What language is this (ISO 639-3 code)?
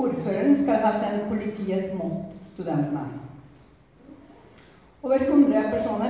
nor